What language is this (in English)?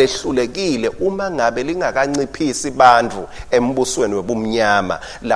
Swati